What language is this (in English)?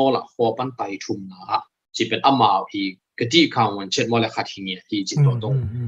Tedim Chin